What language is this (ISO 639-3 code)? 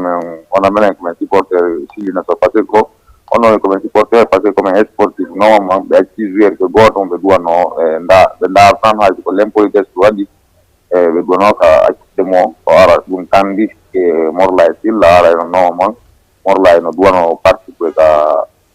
ful